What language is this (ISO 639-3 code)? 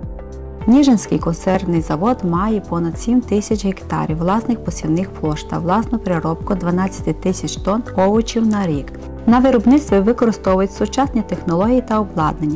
ukr